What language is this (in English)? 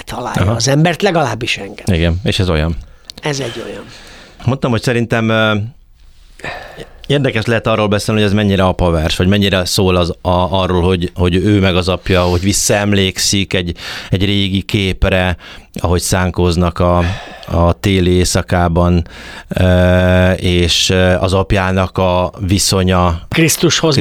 Hungarian